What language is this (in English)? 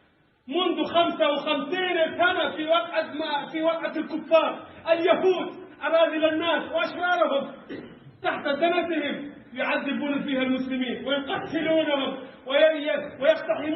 Fula